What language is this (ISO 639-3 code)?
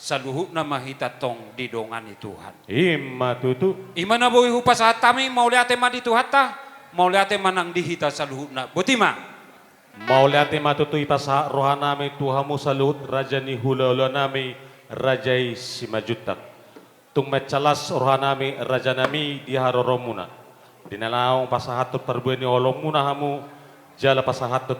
bbc